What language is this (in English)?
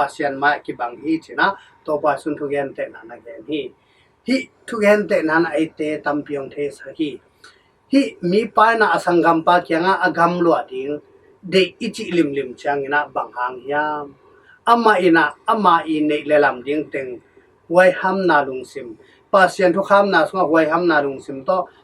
Tedim Chin